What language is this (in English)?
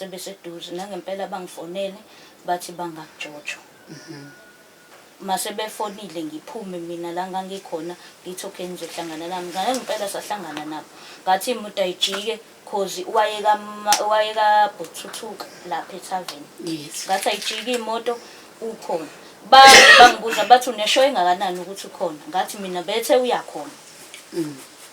Zulu